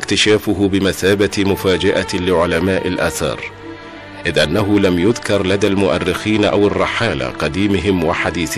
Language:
Arabic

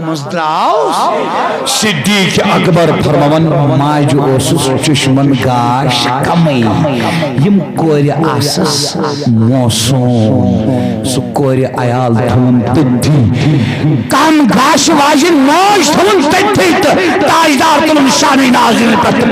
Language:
Kashmiri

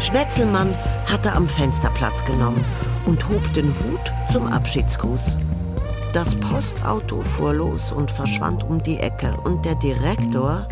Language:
Swiss German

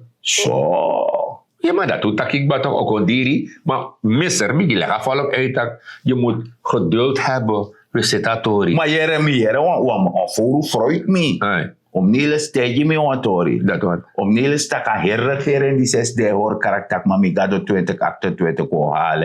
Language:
Sranan Tongo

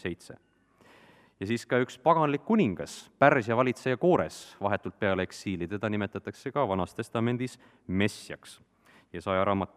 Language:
Estonian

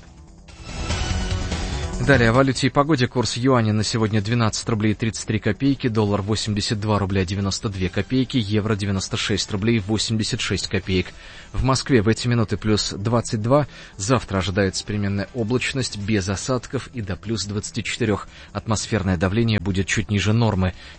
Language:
Russian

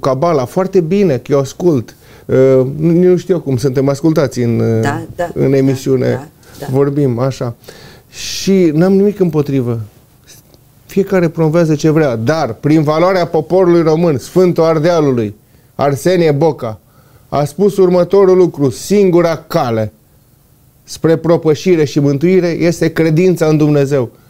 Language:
Romanian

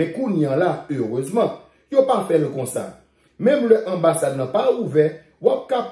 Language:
Haitian Creole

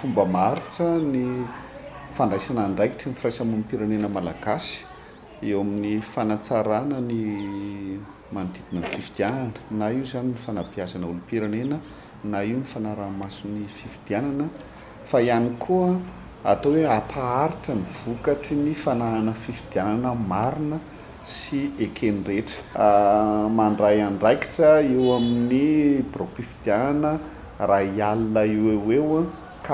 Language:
Malagasy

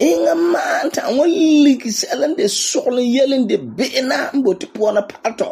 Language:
Frafra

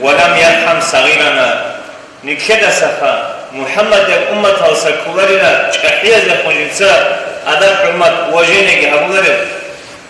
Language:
Avaric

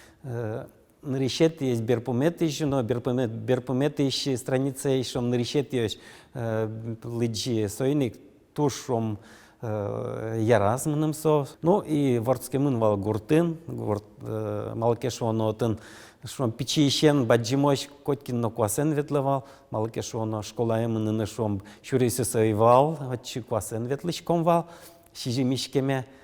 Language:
Udmurt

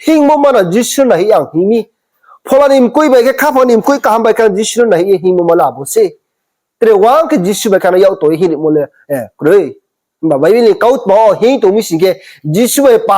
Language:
Riang (India)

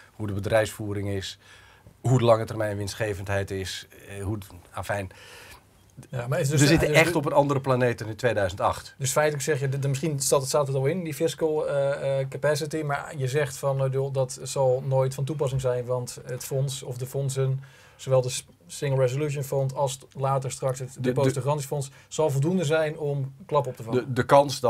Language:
Dutch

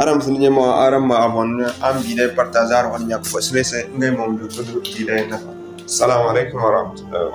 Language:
Zarma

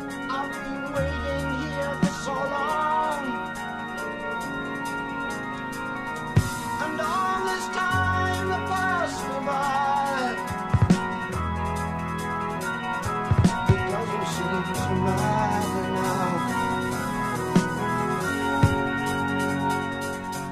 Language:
English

